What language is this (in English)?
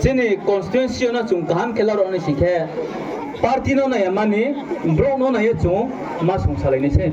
Riang (India)